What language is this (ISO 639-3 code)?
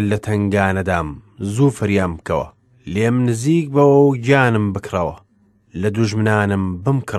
ckb